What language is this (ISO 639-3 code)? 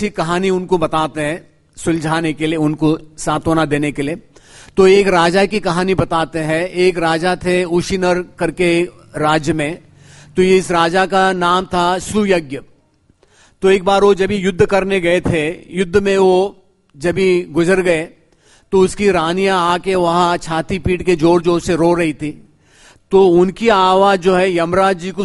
hin